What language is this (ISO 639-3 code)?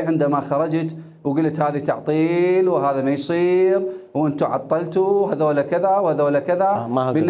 acm